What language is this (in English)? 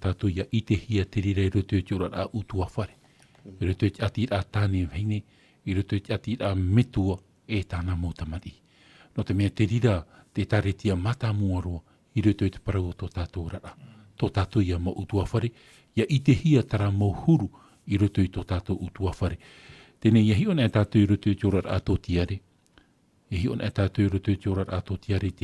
Tahitian